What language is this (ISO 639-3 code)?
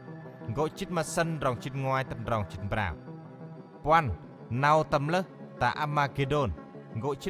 cmo